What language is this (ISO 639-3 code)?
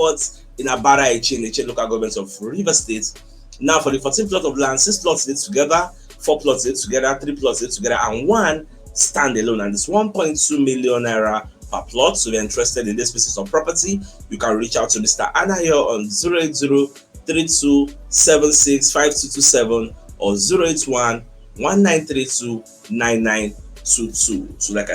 pcm